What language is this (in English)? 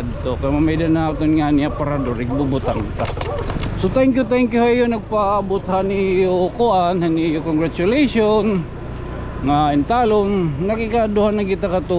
Waray